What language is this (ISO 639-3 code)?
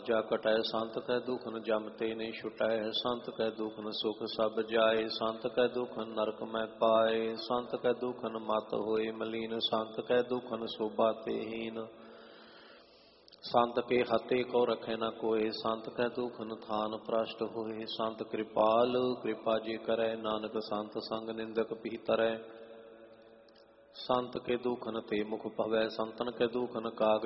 pan